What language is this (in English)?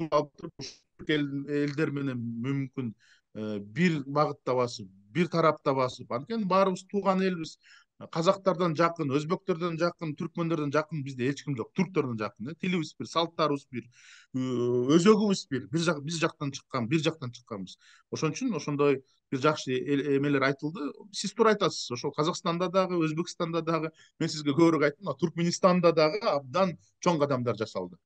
Kyrgyz